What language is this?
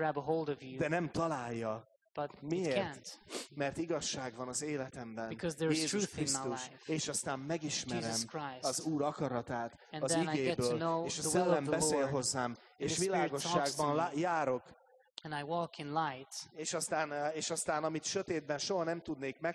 Hungarian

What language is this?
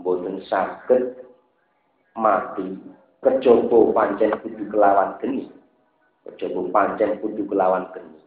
Javanese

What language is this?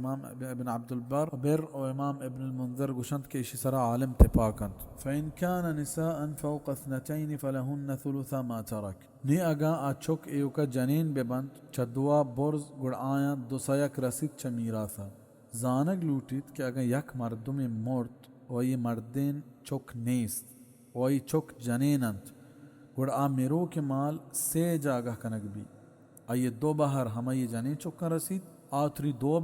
Baluchi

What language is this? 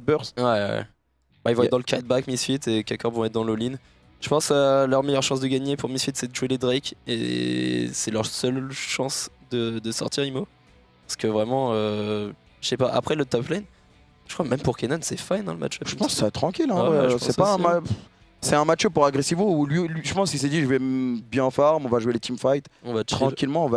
French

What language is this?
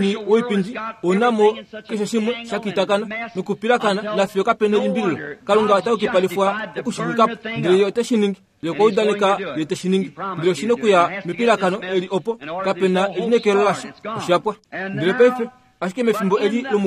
Kuanyama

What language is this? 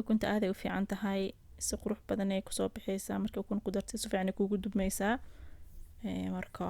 Somali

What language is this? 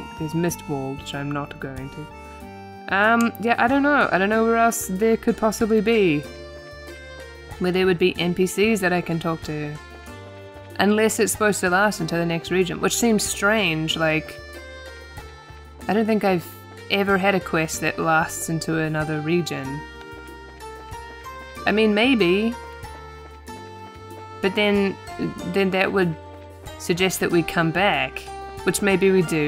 English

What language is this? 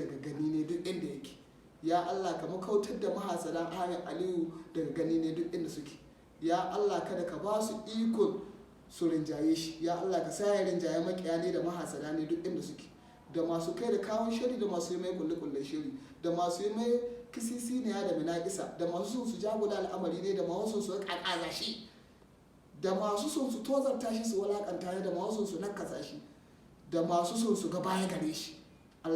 Hausa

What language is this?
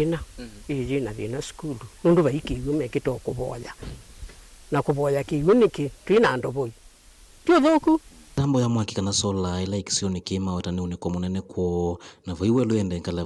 Kamba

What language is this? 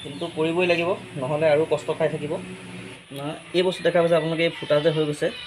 Assamese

